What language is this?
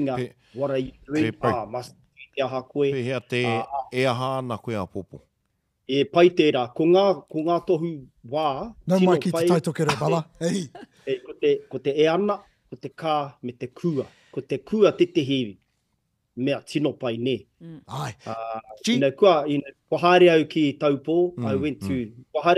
Māori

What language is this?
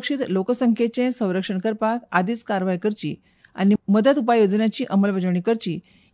Konkani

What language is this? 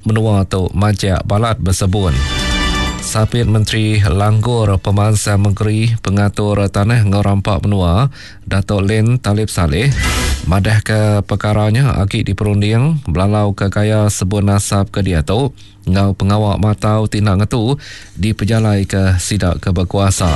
Iban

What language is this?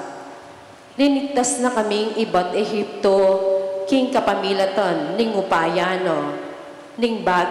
Pampanga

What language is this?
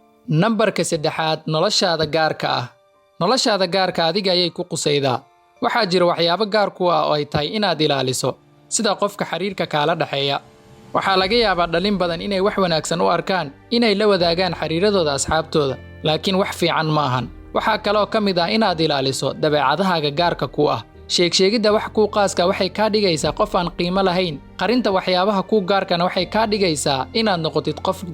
Somali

